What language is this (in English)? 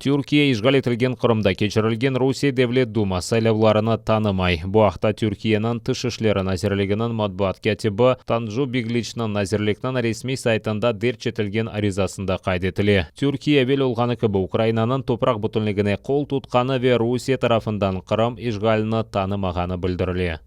Crimean Tatar